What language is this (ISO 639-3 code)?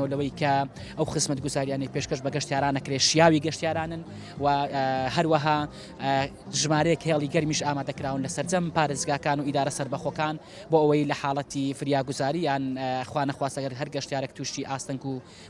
ckb